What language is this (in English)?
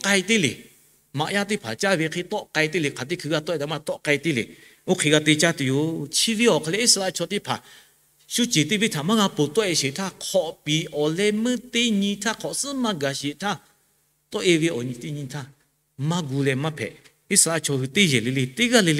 Lahu